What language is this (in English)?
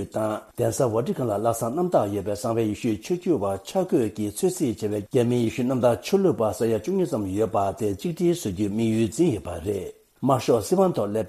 Tibetan